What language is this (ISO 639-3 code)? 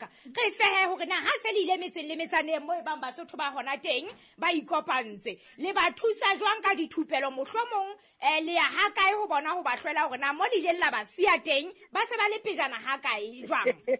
sot